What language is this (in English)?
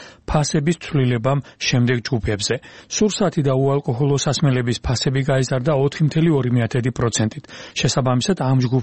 Georgian